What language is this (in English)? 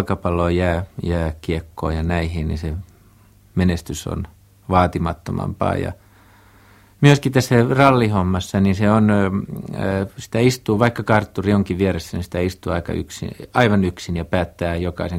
Finnish